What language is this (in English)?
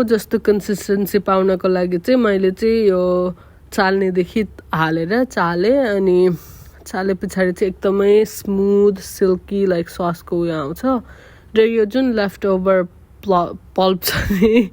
Nepali